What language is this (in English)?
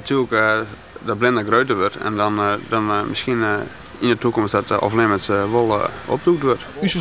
Western Frisian